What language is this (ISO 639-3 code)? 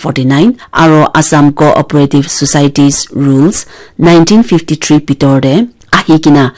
nag